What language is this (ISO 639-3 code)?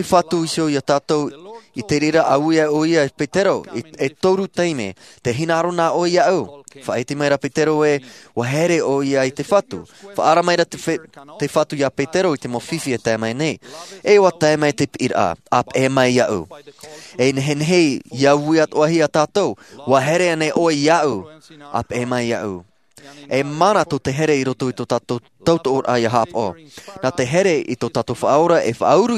tah